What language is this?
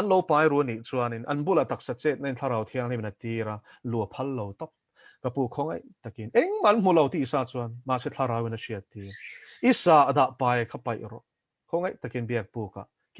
Mizo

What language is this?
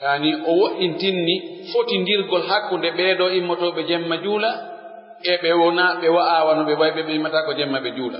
Pular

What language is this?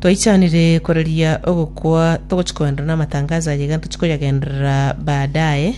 Gusii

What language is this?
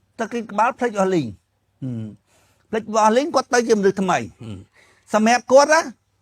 Khmer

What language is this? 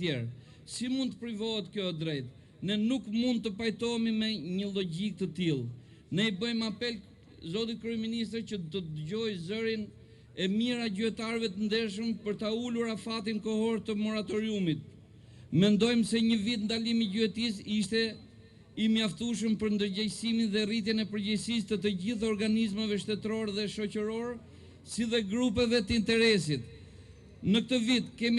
Albanian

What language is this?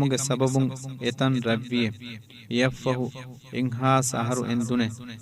Divehi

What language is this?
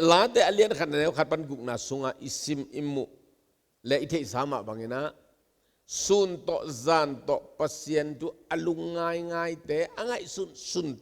Tedim Chin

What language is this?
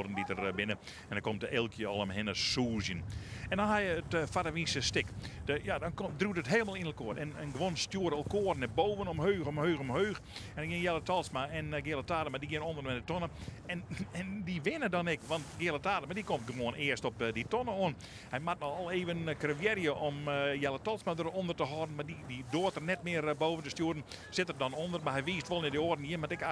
Western Frisian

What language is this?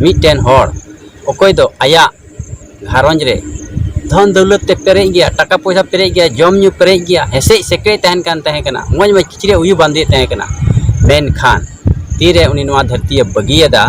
Santali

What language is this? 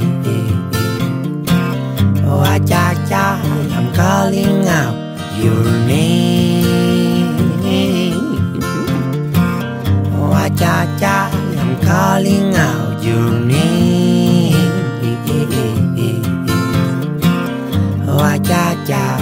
Spanish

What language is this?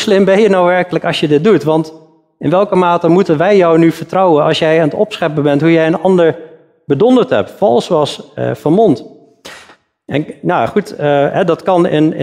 Dutch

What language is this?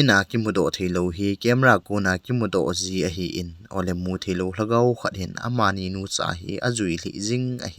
Thado Chin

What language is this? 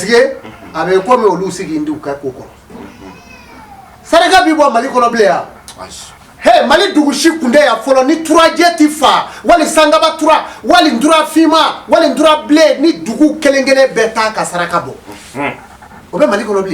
Bambara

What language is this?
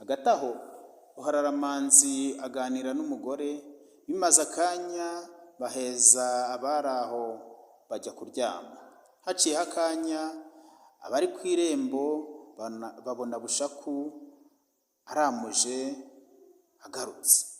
Kinyarwanda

